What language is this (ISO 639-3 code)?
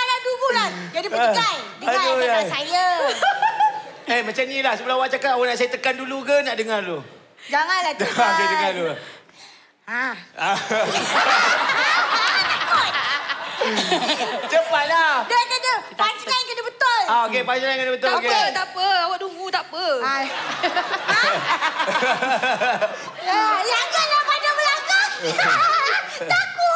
msa